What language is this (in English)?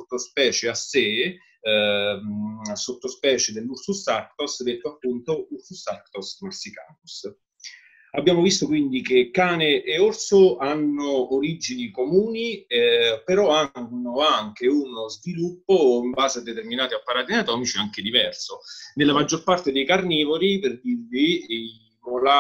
Italian